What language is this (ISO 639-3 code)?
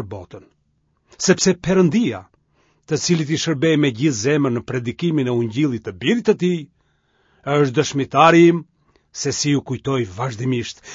sqi